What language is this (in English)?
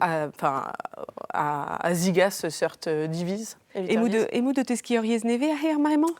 Breton